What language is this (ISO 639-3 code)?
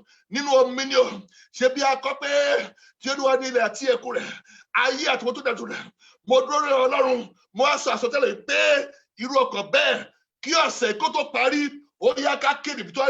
yor